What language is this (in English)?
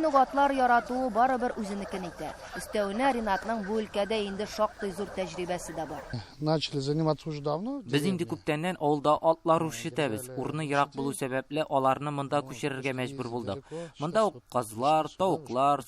Tatar